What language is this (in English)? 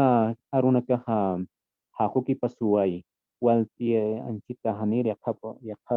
Aymara